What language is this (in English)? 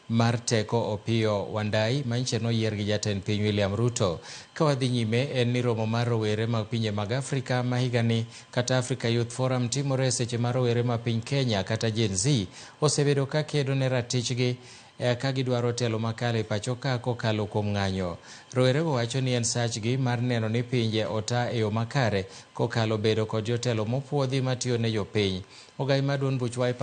Luo (Kenya and Tanzania)